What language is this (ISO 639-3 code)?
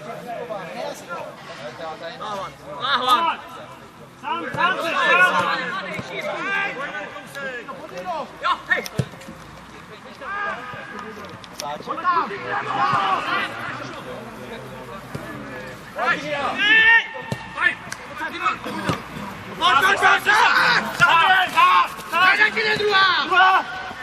ces